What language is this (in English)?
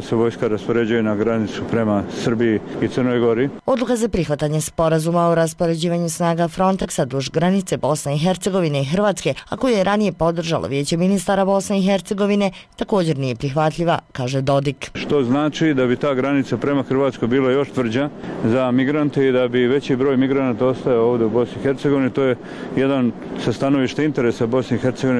Bosnian